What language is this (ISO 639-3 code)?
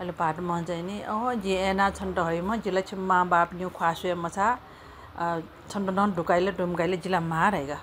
new